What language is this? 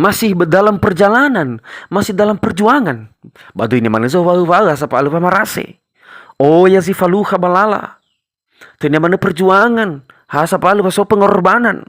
Nias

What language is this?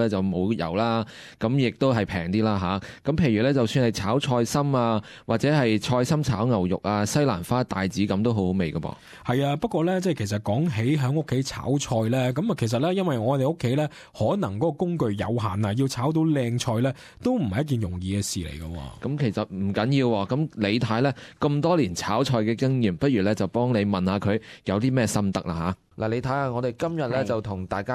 Cantonese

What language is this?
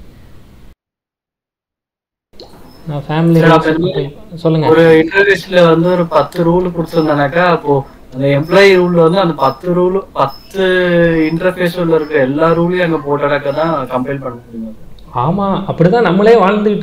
Tamil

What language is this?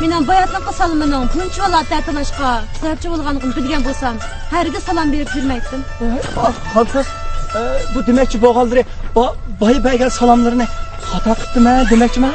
Uyghur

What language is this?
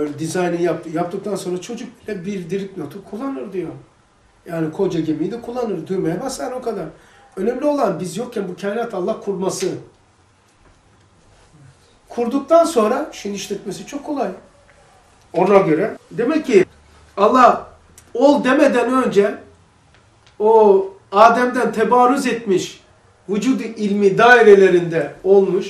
Turkish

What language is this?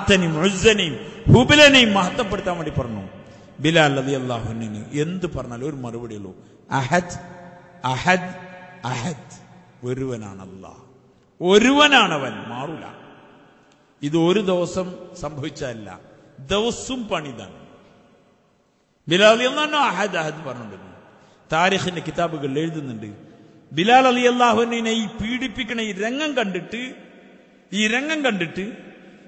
Malayalam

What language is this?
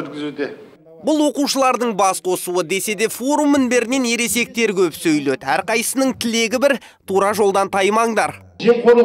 Kazakh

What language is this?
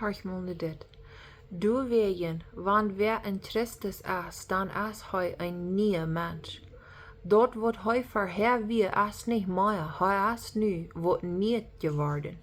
Plautdietsch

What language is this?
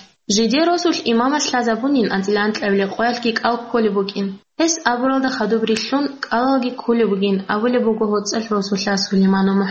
Avaric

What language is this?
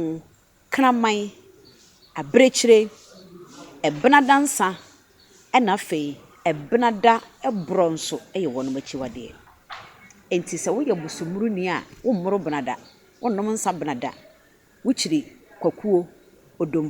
Akan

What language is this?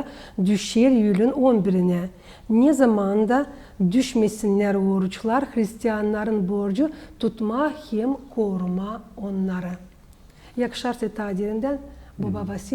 Gagauz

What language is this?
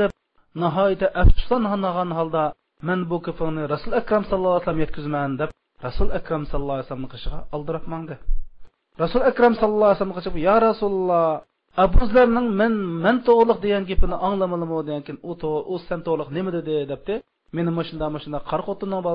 Uyghur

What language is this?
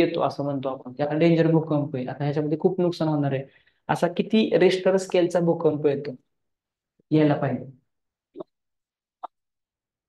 Marathi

